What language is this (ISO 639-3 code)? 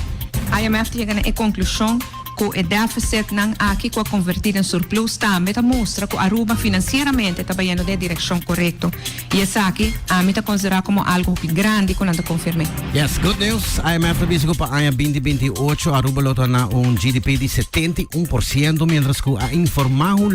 pap